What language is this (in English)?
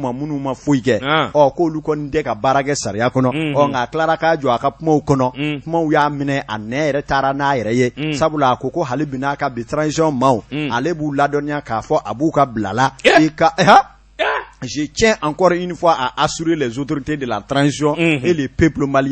Bambara